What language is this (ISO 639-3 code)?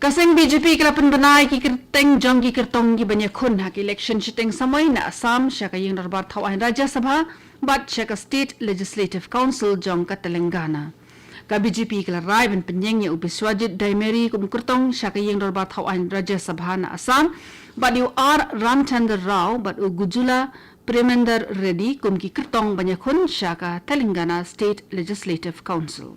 kha